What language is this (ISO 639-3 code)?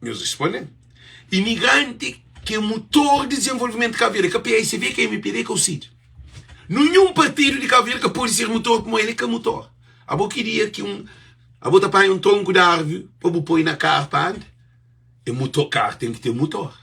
kea